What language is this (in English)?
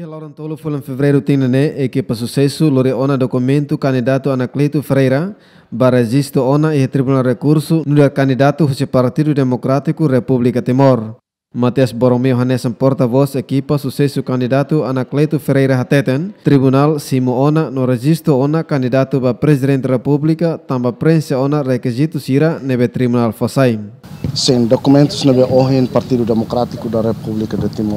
Tetum